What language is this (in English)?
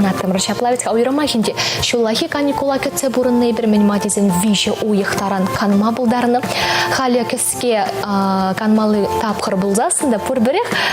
Chuvash